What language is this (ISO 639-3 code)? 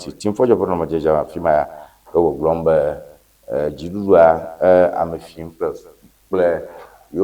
ewe